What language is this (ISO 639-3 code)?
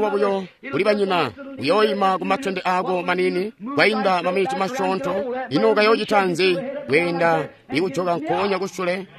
toi